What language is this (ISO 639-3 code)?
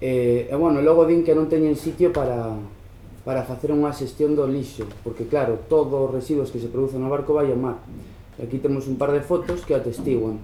glg